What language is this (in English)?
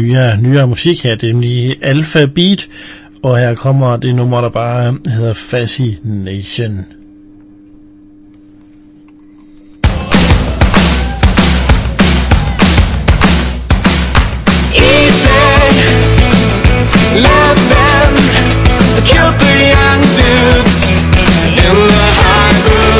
Danish